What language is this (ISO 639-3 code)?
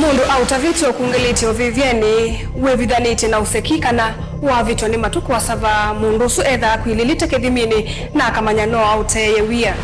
kam